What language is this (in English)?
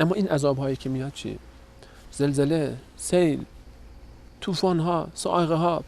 Persian